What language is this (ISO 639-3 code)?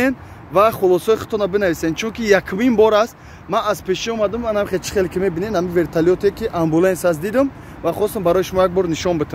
tgk